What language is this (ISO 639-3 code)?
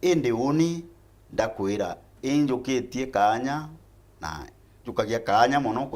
mer